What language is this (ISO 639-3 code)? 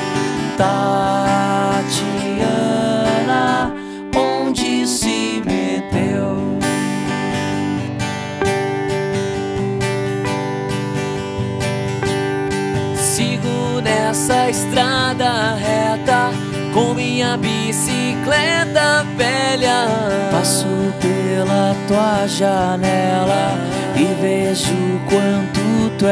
por